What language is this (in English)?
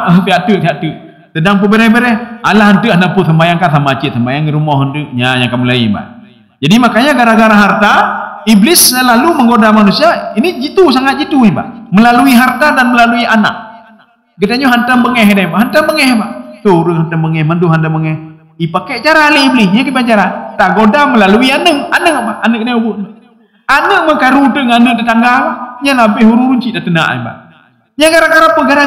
Malay